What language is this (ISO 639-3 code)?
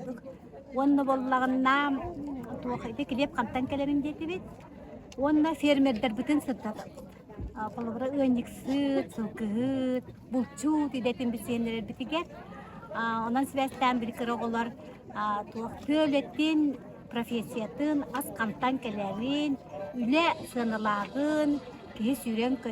sah